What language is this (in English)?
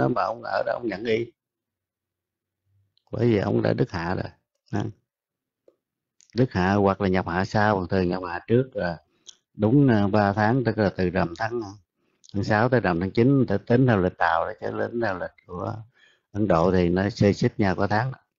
Vietnamese